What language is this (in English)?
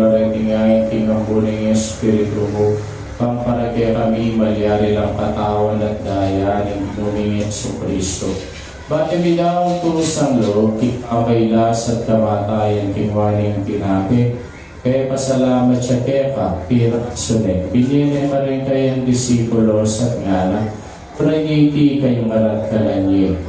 Pampanga